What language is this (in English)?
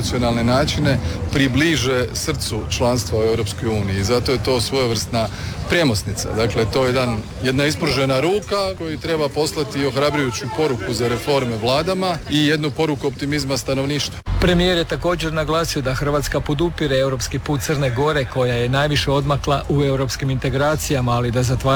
Croatian